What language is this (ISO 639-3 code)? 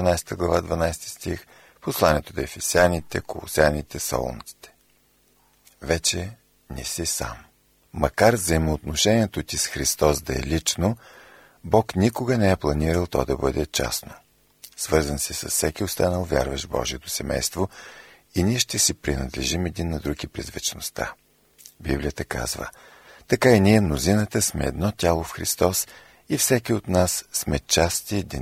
bul